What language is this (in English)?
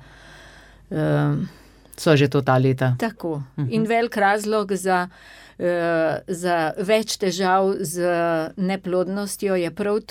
Slovenian